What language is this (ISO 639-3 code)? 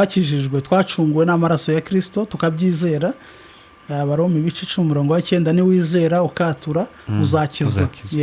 kin